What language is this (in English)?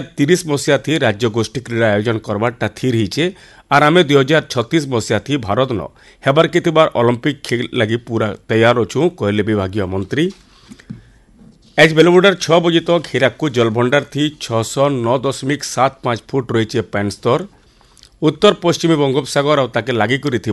Odia